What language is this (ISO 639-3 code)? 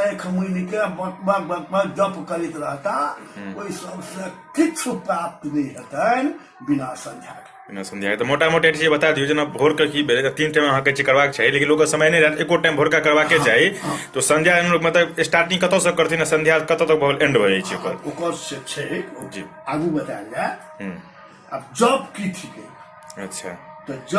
mai